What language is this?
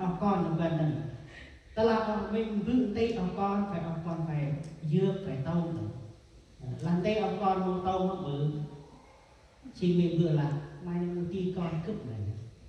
Central Mnong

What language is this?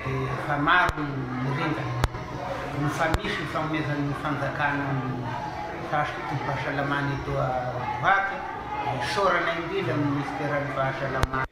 Malagasy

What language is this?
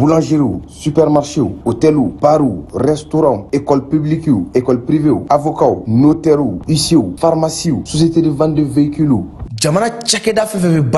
Bambara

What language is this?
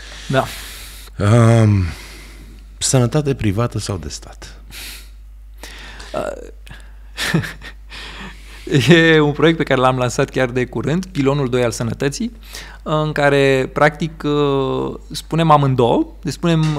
Romanian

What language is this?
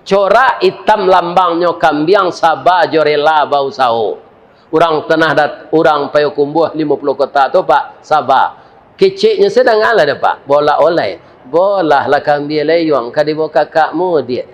Minangkabau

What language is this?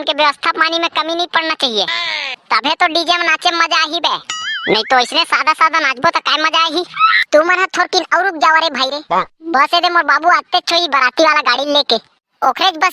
Chhattisgarhi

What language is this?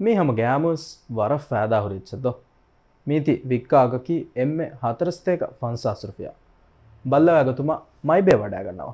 Divehi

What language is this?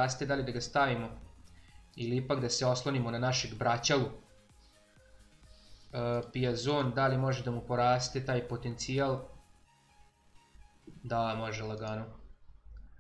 Serbian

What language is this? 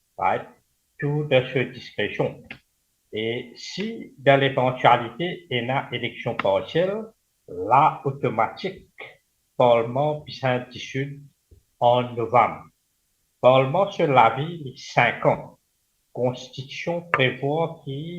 Morisyen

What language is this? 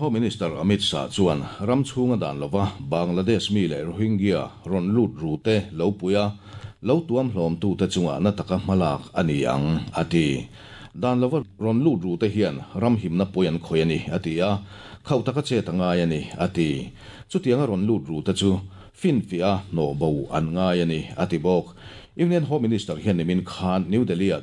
Mizo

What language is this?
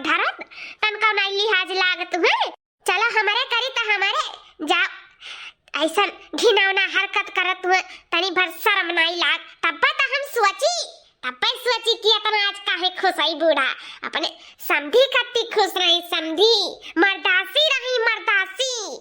Awadhi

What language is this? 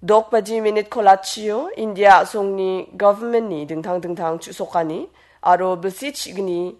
Garo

